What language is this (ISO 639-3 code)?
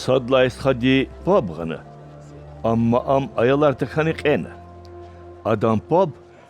lez